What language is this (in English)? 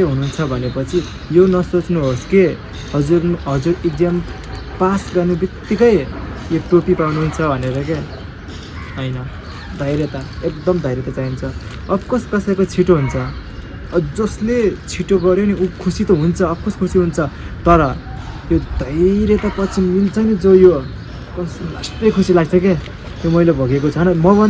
Nepali